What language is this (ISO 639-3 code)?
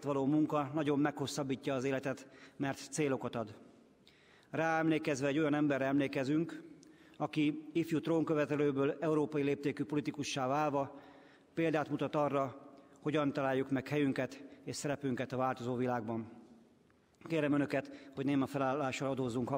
hun